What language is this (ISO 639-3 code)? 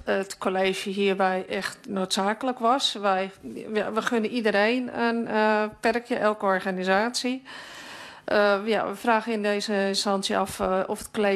nld